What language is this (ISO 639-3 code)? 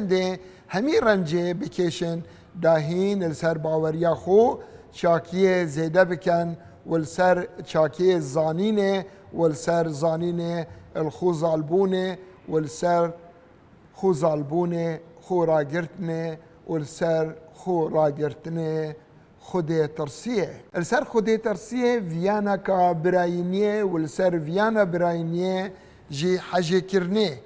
kur